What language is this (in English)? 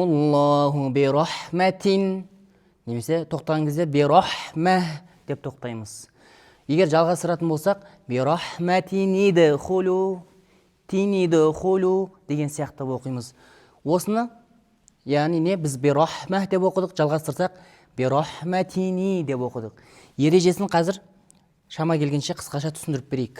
Kazakh